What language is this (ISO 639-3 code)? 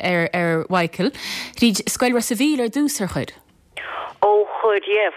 gle